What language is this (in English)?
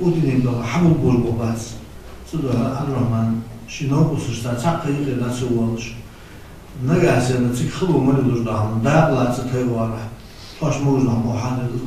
Ingush